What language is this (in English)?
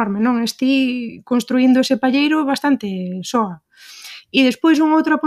Galician